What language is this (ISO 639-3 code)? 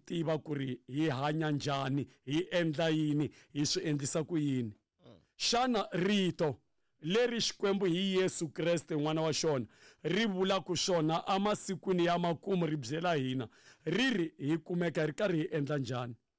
tso